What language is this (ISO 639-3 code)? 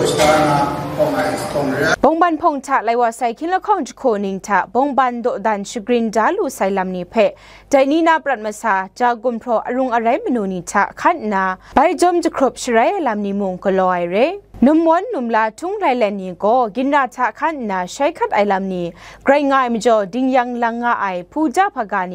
kac